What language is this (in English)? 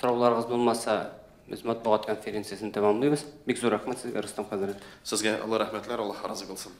Tatar